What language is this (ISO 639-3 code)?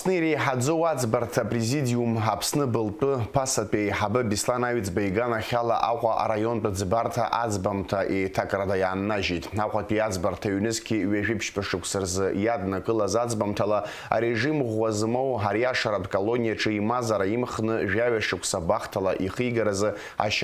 abk